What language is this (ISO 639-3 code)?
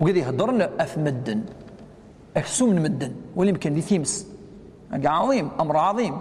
kab